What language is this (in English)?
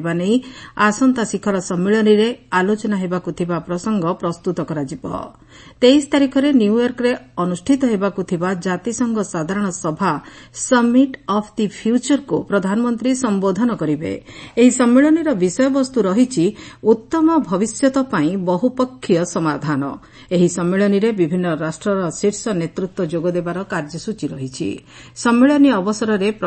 Odia